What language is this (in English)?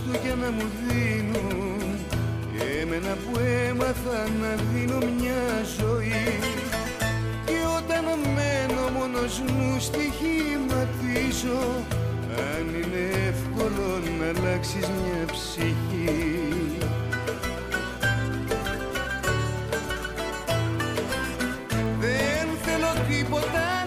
Greek